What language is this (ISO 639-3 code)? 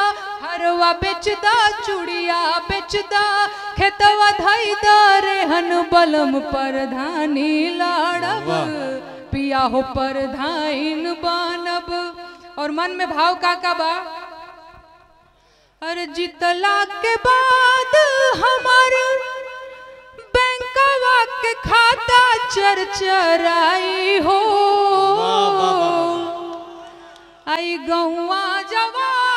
bho